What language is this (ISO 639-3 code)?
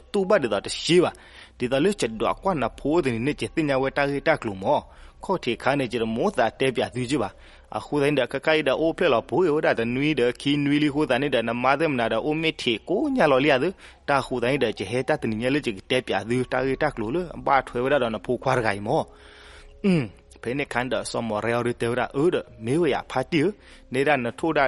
ksw